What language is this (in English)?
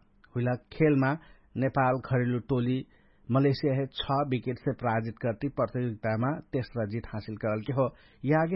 Dangaura Tharu